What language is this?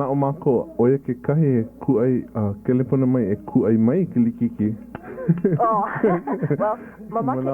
Hawaiian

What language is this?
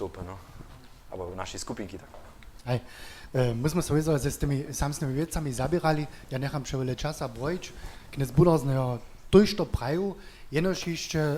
Upper Sorbian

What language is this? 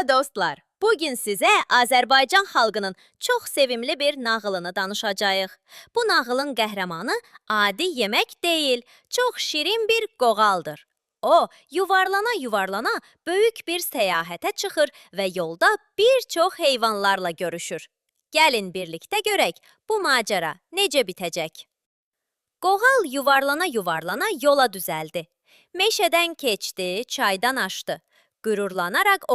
Azerbaijani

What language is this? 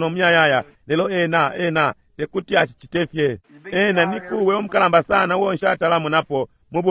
Bemba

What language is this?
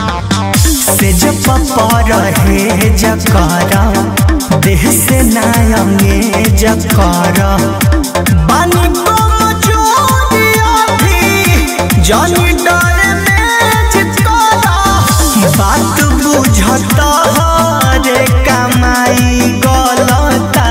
Bhojpuri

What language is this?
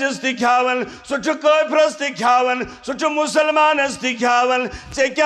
Kashmiri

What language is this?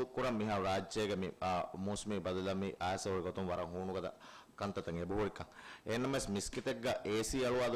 Divehi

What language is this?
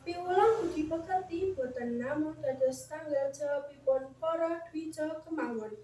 Javanese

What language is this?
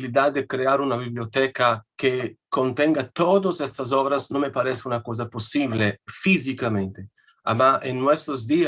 Ladino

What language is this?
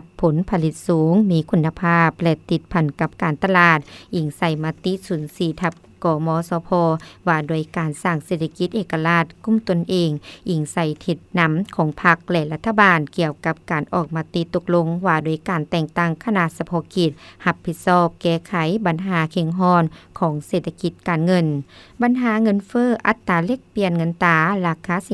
Lao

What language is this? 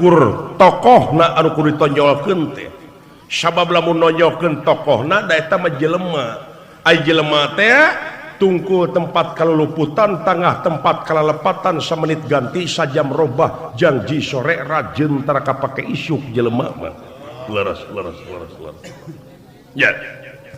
Sundanese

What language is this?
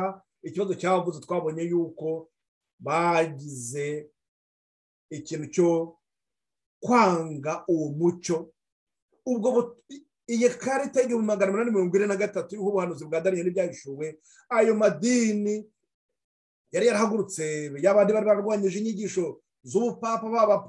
Kinyarwanda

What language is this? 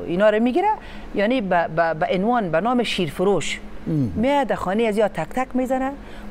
Tajik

